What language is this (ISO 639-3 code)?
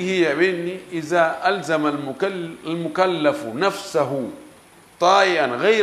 ful